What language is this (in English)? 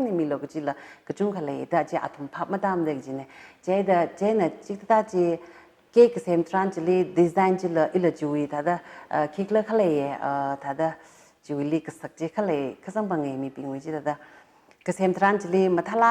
Tangkhul Naga (India)